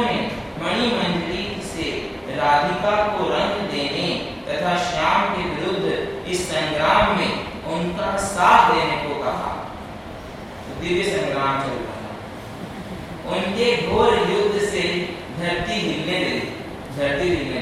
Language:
Hindi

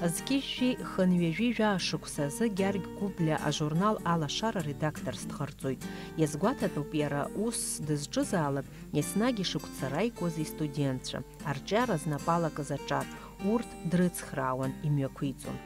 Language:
Abkhazian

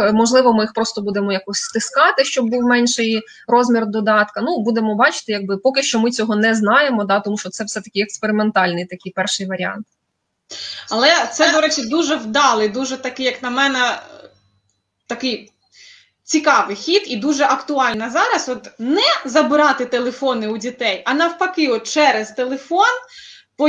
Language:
Ukrainian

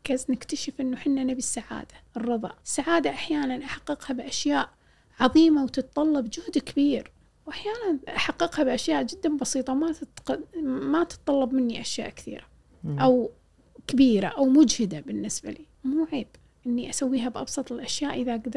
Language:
Gulf Arabic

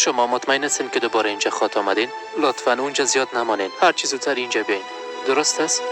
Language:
Tajik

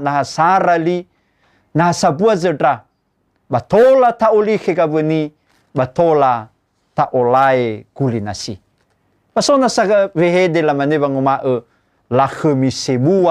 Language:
Nias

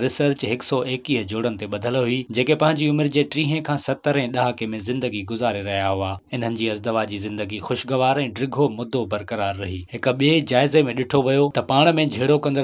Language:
Sindhi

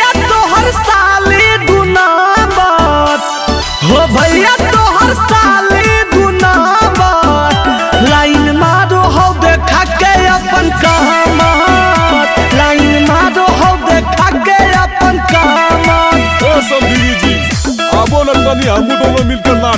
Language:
Magahi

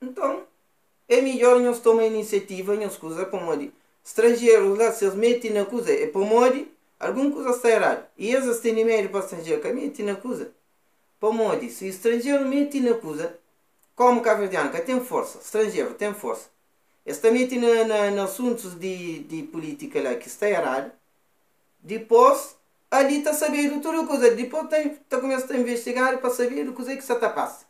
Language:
Kabuverdianu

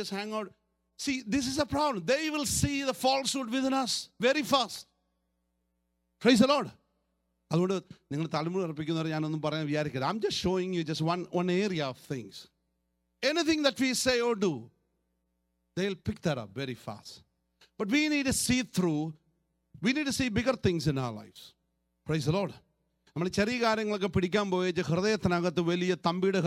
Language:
Malayalam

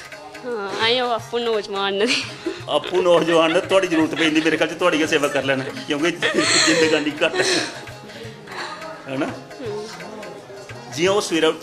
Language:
Punjabi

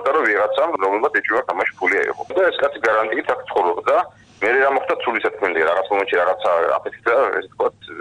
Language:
Georgian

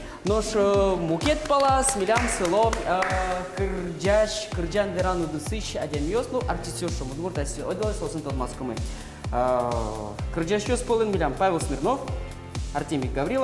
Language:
Udmurt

